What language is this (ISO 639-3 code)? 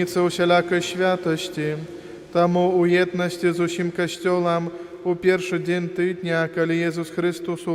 bel